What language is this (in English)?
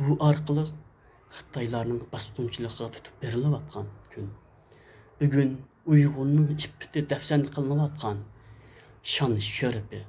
Uyghur